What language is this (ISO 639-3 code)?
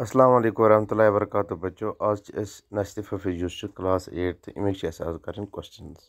kas